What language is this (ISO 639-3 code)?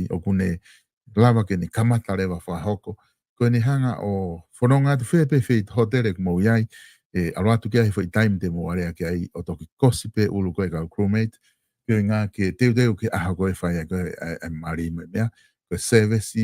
ton